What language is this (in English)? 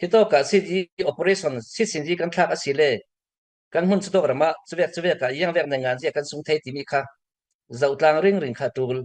Falam Chin